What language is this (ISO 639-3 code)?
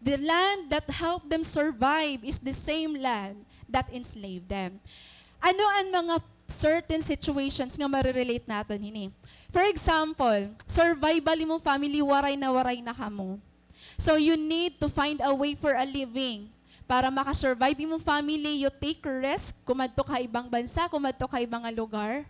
war